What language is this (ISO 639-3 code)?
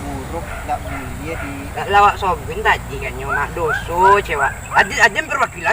min